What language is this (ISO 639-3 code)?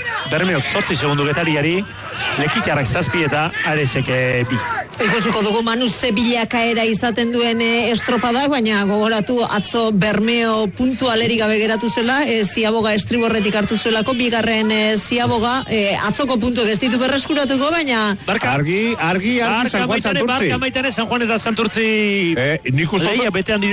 eus